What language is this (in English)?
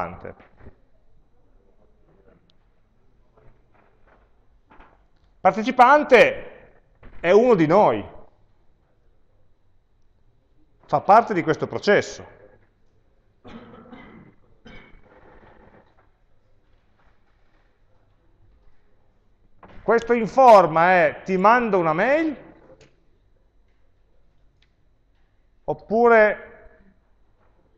Italian